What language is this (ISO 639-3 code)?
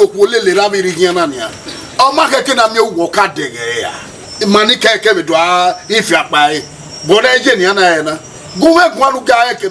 bin